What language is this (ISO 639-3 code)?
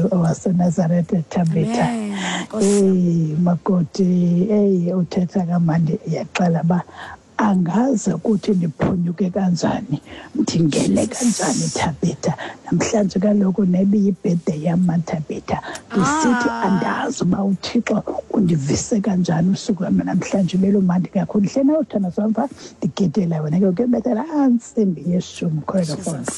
xho